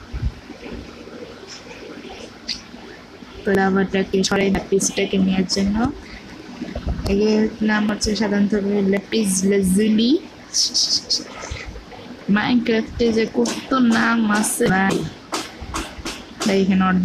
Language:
Bangla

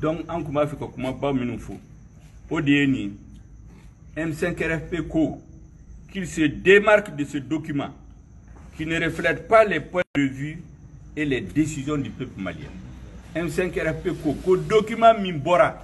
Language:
Bambara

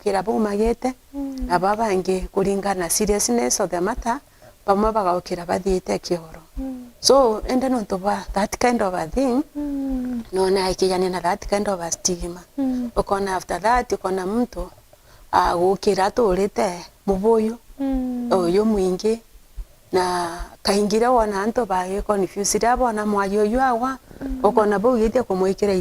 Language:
Meru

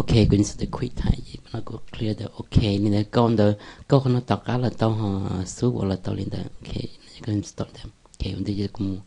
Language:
Hmong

